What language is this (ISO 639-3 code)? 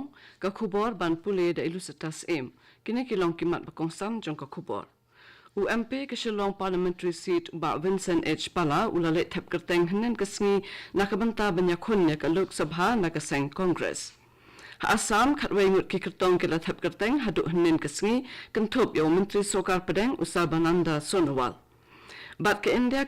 kha